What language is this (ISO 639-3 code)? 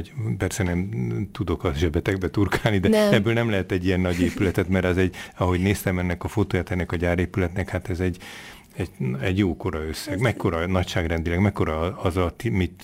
hun